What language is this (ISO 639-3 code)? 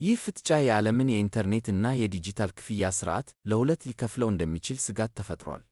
amh